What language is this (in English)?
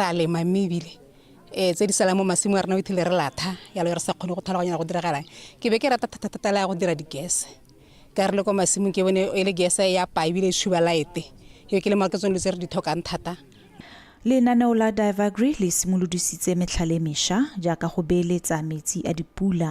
Tswana